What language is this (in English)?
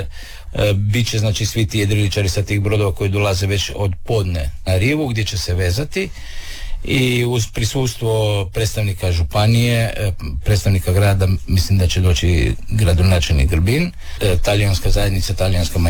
Croatian